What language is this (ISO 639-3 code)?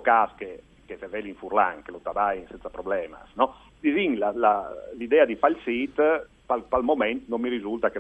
fur